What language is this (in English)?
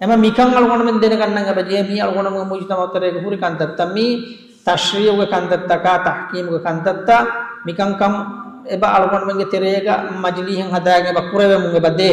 Divehi